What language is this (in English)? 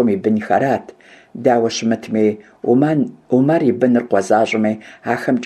Kabardian